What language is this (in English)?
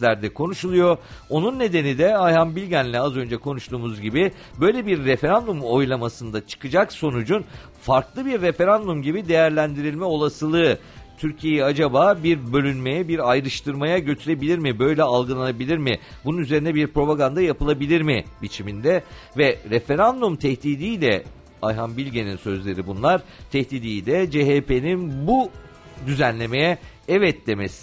Turkish